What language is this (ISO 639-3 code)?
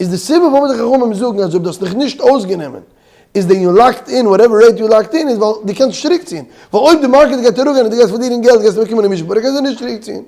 yid